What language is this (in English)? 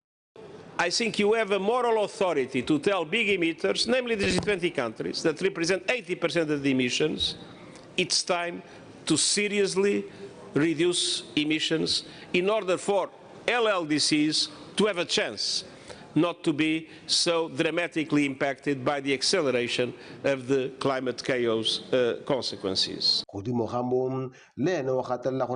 Tswana